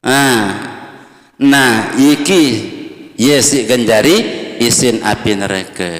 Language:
Sasak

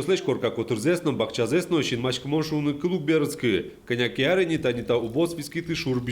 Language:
Udmurt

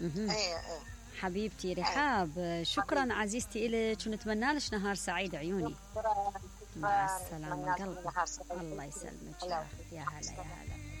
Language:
Mesopotamian Arabic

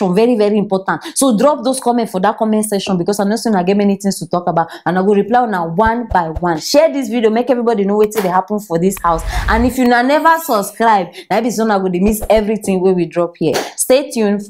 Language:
Nigerian Pidgin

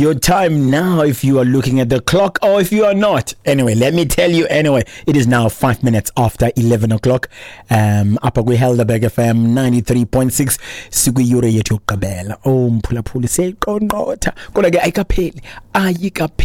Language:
Xhosa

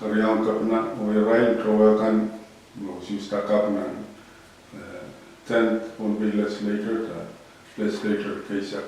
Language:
Pohnpeian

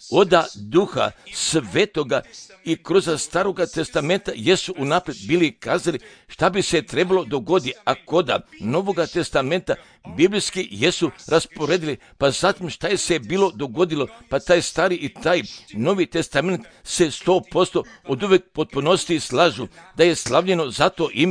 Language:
Serbian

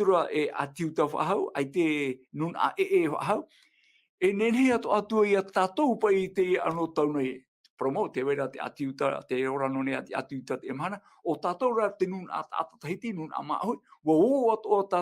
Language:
Tahitian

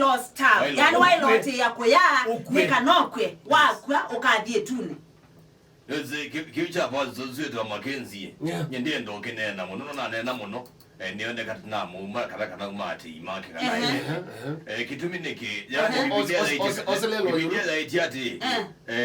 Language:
Kamba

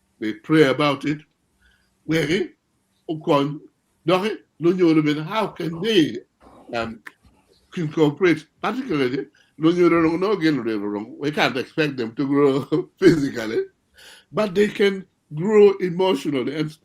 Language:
Acoli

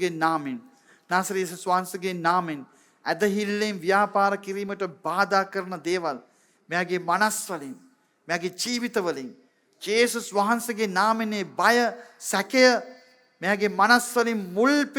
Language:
Sinhala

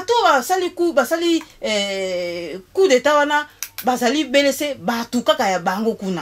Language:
Lingala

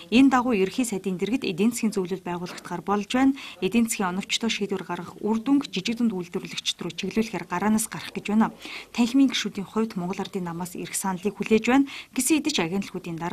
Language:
Mongolian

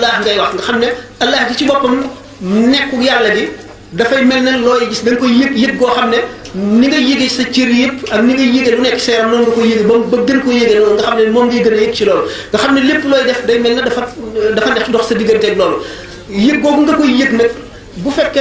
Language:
Wolof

